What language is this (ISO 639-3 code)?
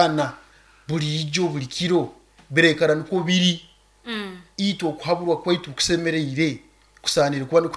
nyo